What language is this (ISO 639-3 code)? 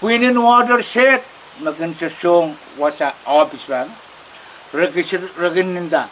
pon